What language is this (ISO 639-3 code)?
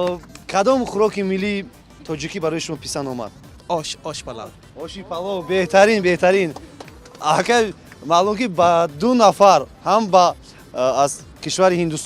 tgk